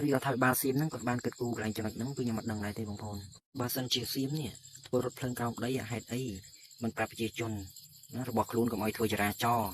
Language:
Khmer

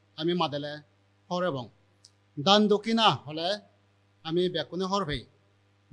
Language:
Chakma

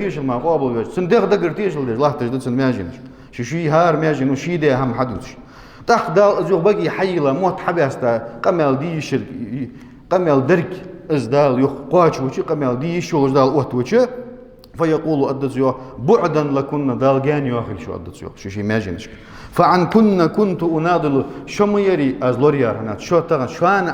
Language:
Ingush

